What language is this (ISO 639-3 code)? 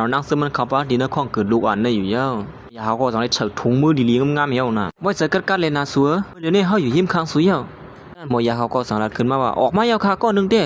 shn